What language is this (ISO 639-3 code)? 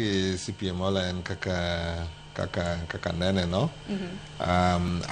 luo